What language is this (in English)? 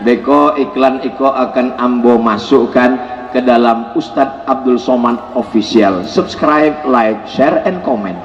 Minangkabau